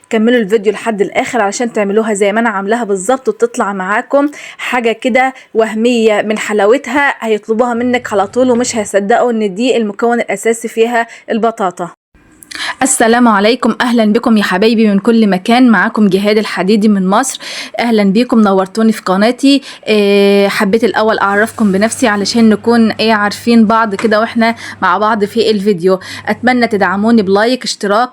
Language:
Egyptian Arabic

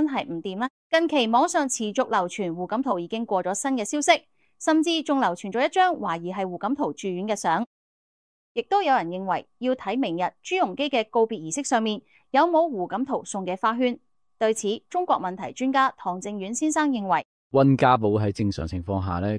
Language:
Cantonese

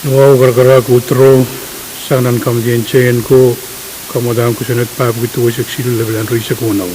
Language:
Pohnpeian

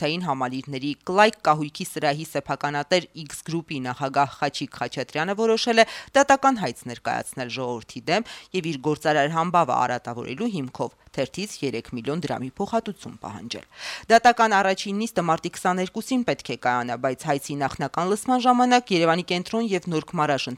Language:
Armenian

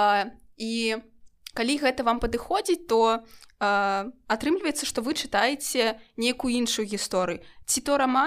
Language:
Belarusian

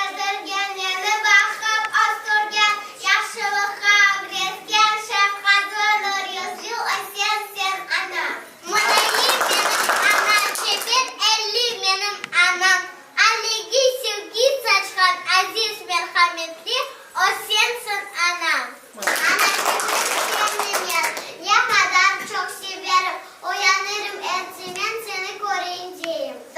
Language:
Crimean Tatar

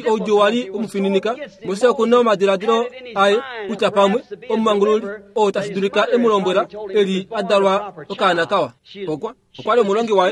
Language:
Kuanyama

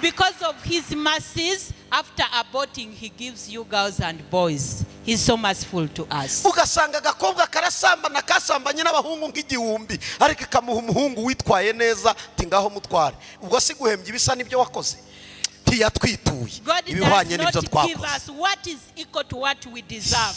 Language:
Kinyarwanda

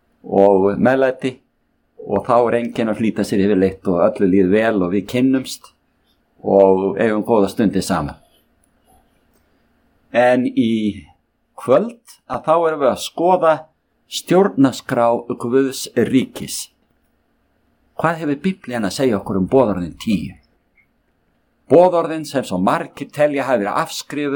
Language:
Icelandic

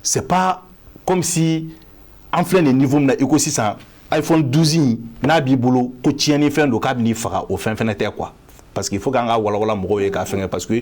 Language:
Bambara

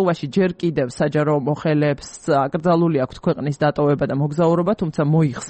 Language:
Georgian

